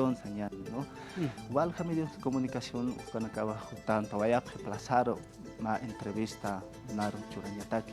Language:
Aymara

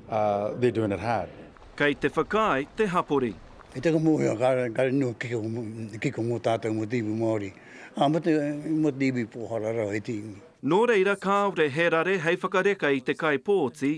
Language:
Māori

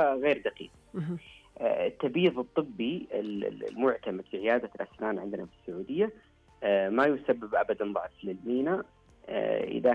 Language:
Najdi Arabic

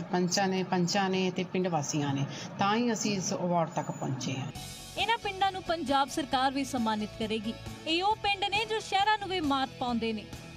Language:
Punjabi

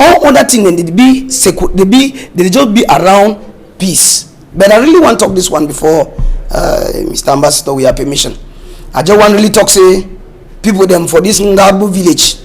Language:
Cameroon Pidgin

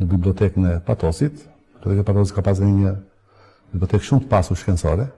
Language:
Albanian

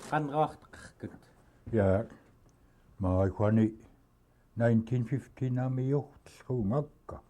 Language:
Central Yupik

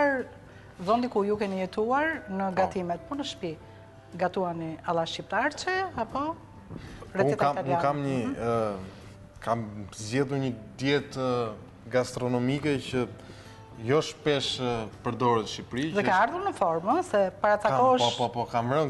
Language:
Albanian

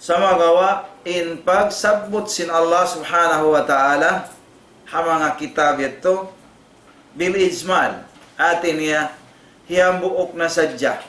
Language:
Tausug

